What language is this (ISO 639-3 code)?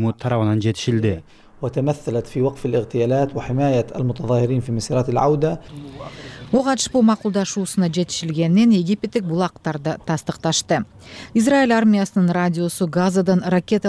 kir